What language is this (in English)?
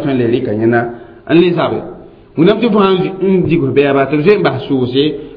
Mossi